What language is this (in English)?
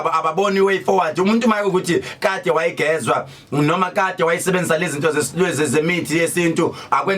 Zulu